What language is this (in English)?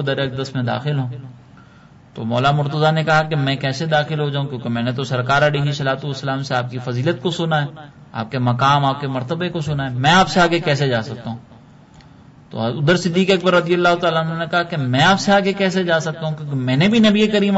Urdu